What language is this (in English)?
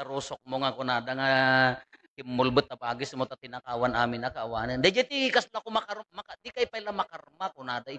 Iloko